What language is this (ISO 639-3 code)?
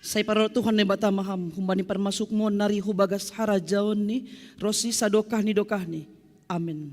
bts